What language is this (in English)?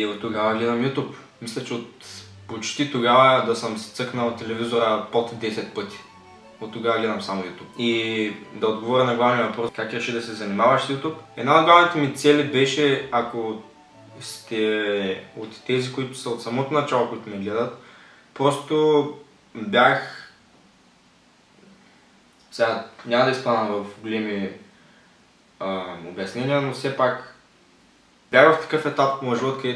Bulgarian